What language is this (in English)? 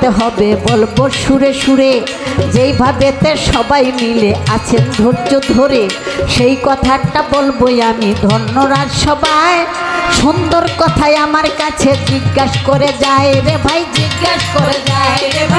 Bangla